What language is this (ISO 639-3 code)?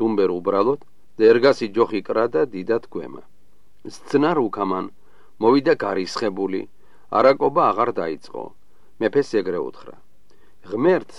kat